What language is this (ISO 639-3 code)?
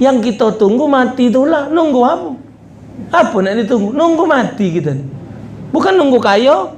mui